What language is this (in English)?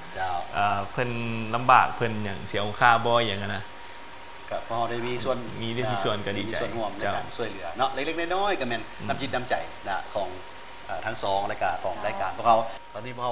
Lao